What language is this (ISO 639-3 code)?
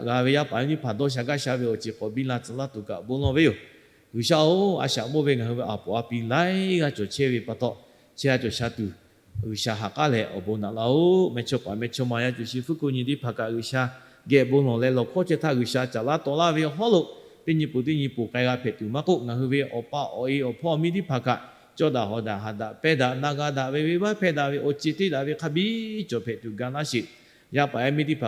lhu